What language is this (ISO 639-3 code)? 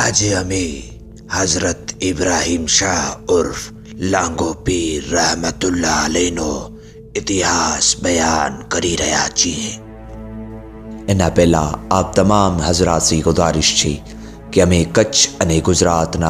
guj